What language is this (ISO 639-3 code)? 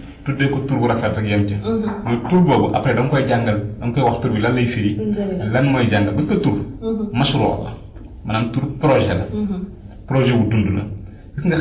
wol